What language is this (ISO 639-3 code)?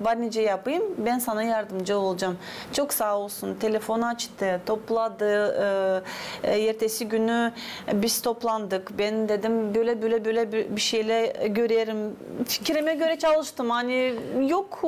gag